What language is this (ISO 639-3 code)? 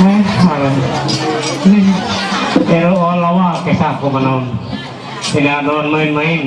mhy